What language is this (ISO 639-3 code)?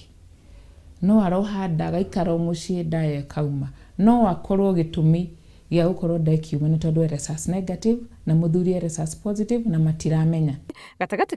kik